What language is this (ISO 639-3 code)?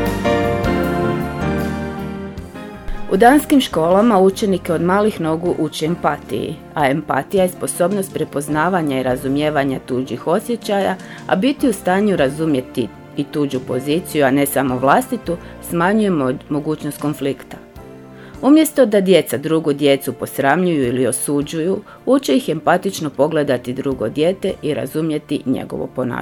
hrv